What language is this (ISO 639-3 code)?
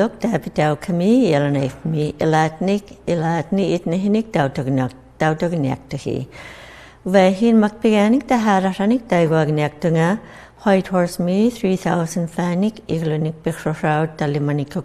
iku